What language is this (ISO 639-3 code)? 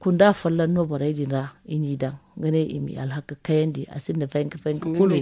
dje